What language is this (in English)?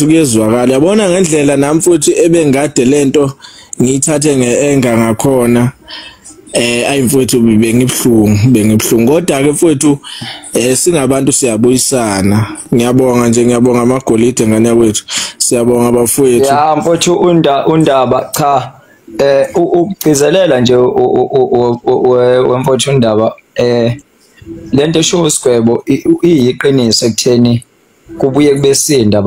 Zulu